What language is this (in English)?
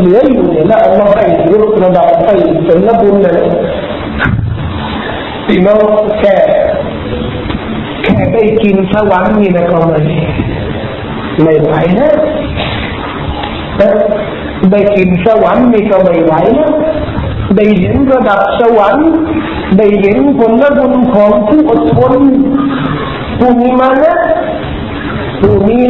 Thai